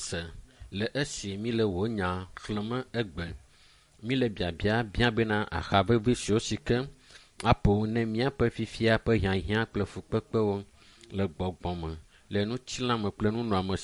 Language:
Ewe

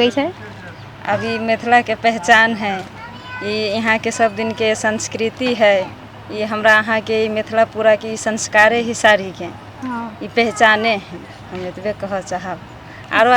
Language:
Maithili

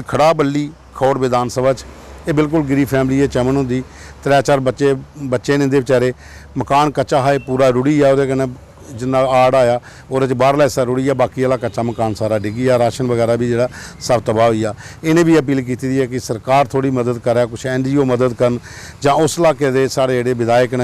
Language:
Dogri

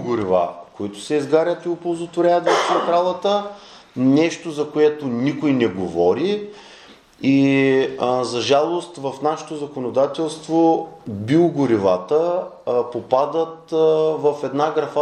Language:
Bulgarian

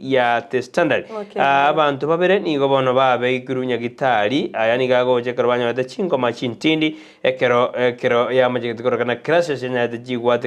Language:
Gusii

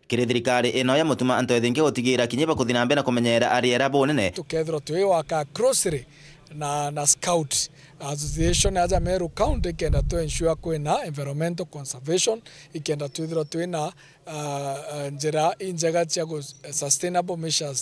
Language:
Meru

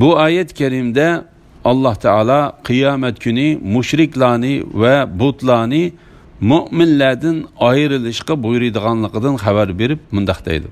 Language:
Uyghur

